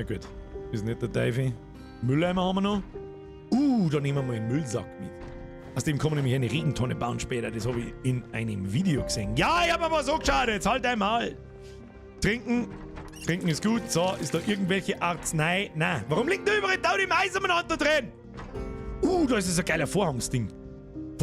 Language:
Bavarian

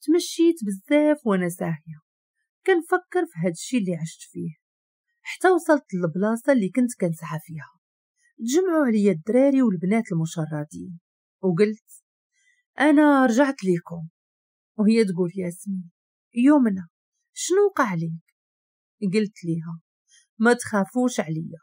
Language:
Moroccan Arabic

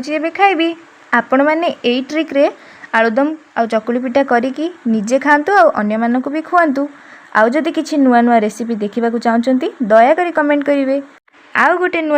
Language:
Odia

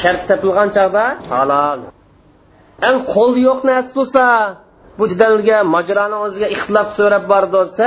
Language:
Uyghur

